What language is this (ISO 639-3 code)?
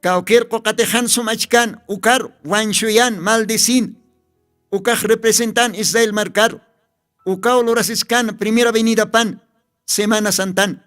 aym